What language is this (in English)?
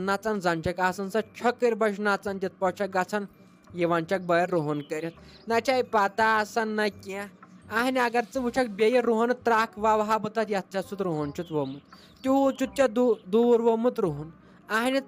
Kashmiri